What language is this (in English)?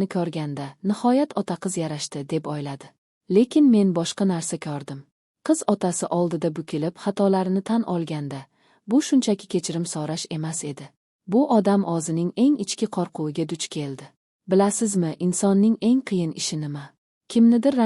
Uzbek